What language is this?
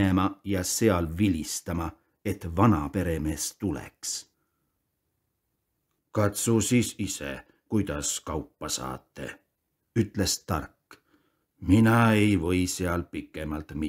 Estonian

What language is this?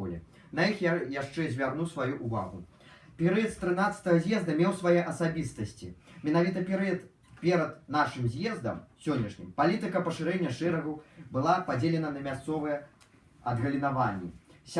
Belarusian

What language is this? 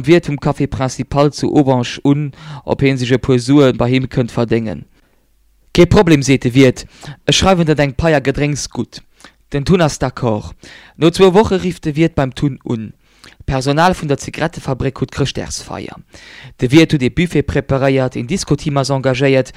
Luxembourgish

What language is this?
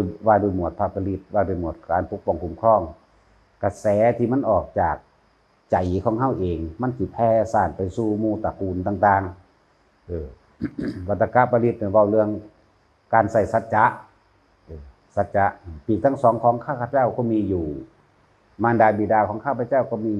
Northeastern Thai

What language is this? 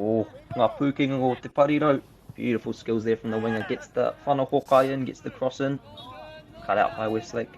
Māori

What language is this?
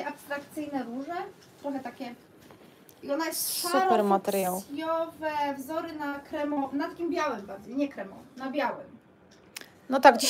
Polish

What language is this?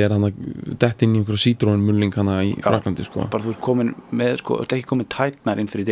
Icelandic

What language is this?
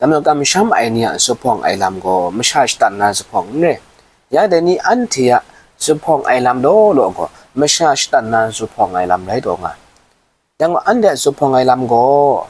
Kachin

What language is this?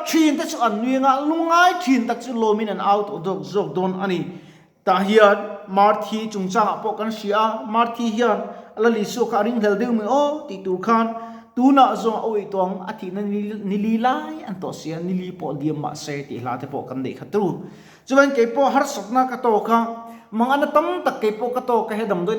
Mizo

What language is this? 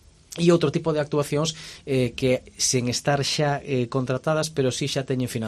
Galician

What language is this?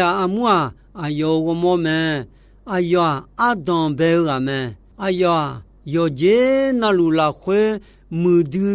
Akha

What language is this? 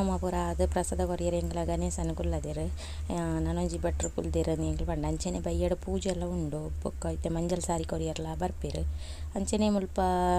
Tulu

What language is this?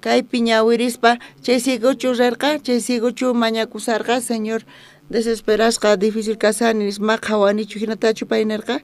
South Bolivian Quechua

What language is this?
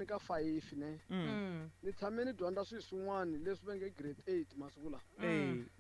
Tsonga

